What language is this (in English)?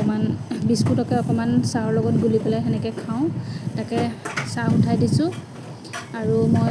Assamese